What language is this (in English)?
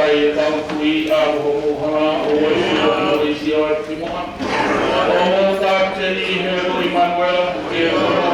Tongan